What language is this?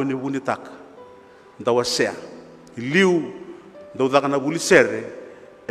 Fijian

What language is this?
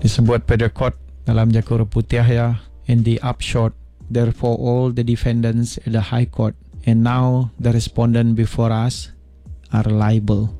Iban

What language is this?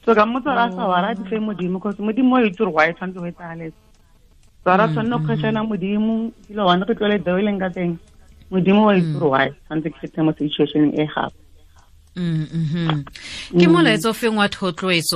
Tswana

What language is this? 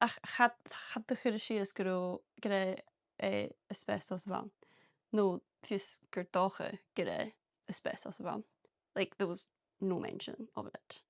Scottish Gaelic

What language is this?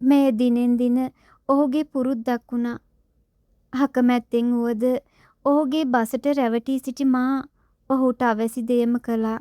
Sinhala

